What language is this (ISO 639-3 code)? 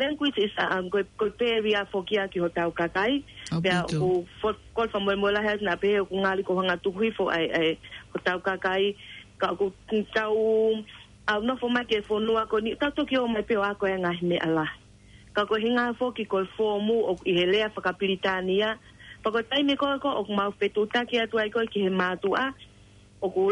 ton